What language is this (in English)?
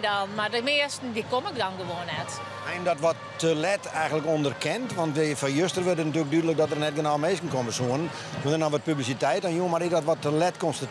Western Frisian